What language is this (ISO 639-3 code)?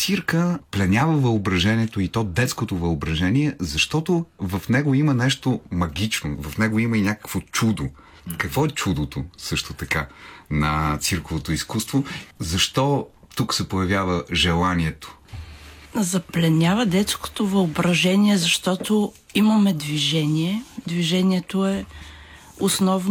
bul